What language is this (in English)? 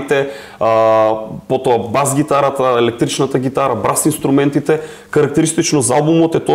Macedonian